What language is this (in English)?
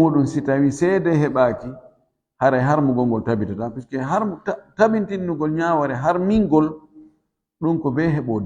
Fula